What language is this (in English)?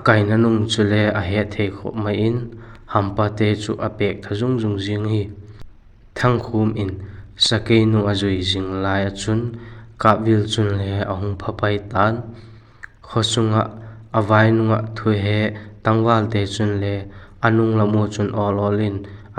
Vaiphei